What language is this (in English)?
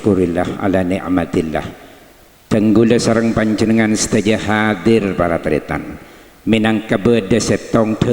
Madurese